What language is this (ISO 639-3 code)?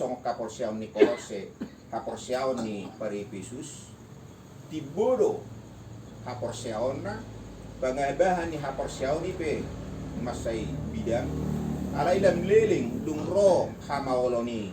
bbc